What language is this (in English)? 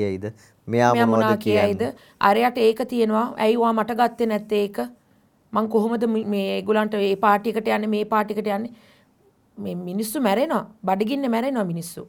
Sinhala